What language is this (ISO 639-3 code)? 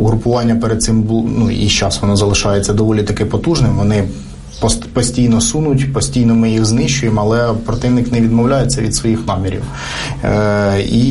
ukr